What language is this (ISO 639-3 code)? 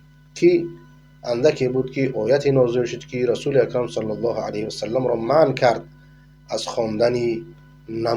fas